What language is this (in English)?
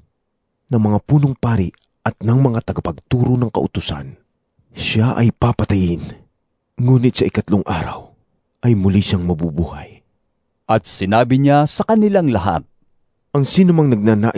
Filipino